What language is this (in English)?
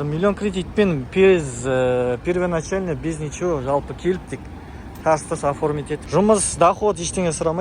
Kazakh